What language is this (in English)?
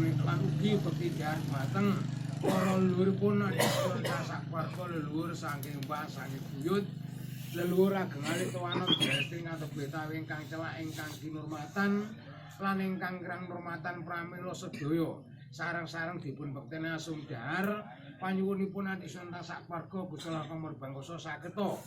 Javanese